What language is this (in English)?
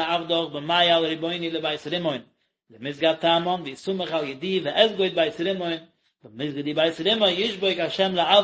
Yiddish